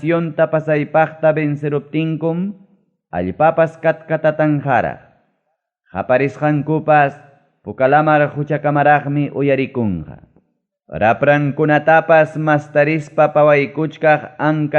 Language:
Ayacucho Quechua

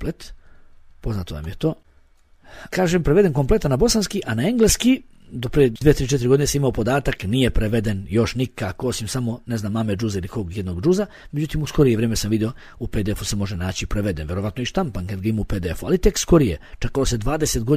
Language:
Bosnian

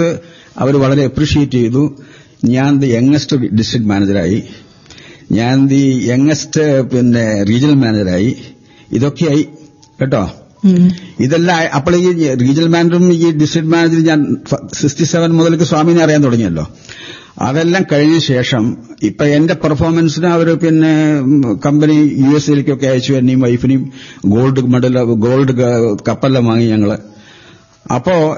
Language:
Malayalam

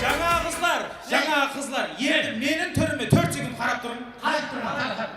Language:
Kara-Kalpak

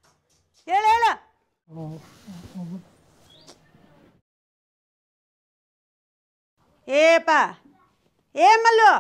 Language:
Kannada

